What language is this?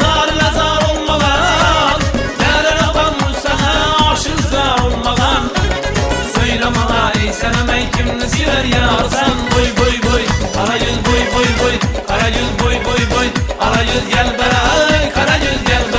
Kara-Kalpak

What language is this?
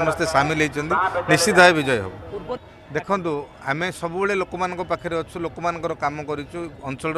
Odia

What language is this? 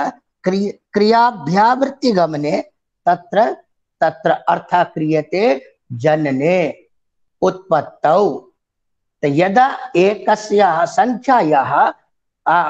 Sanskrit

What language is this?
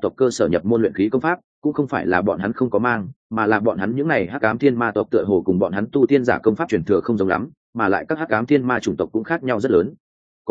Vietnamese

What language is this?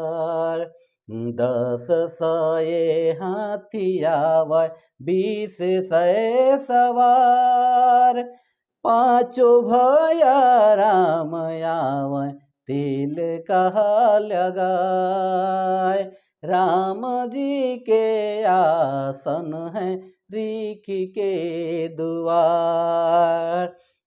Sadri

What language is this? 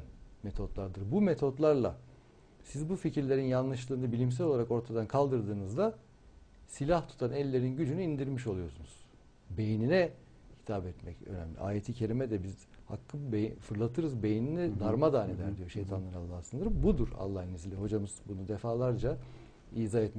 Turkish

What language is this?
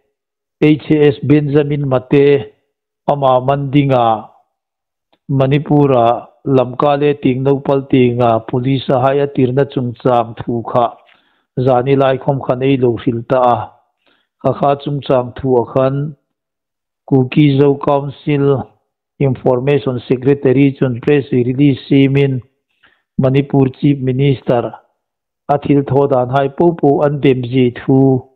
Hmar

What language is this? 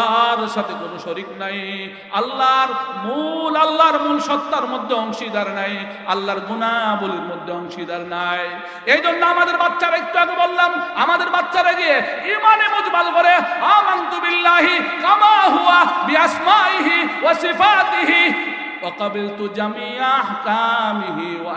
Bangla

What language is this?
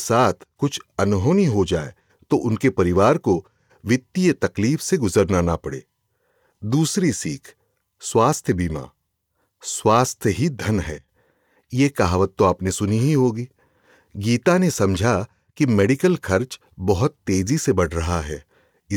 Hindi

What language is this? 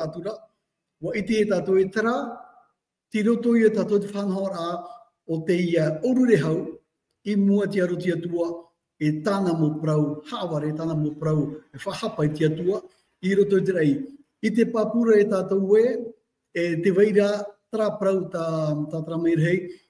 Tahitian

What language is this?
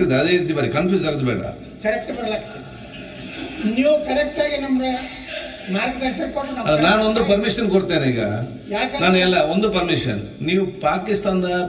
Kannada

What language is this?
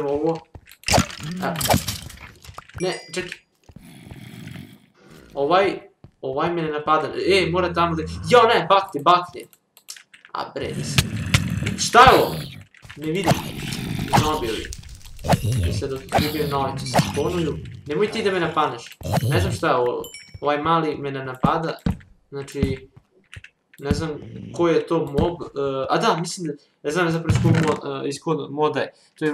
Serbian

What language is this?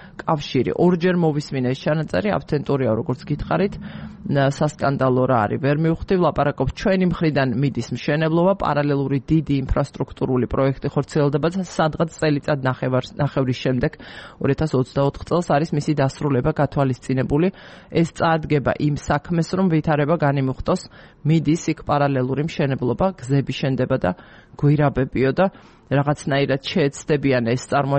Georgian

